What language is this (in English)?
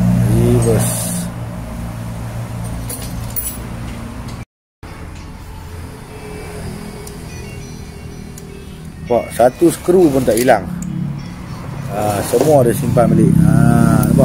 Malay